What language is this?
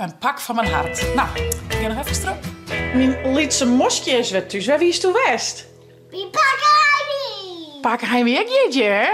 Western Frisian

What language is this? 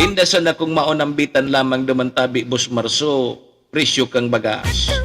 Bikol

